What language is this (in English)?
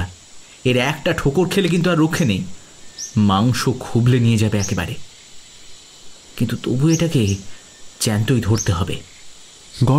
Bangla